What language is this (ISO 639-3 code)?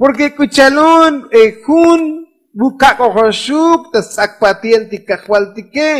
tzo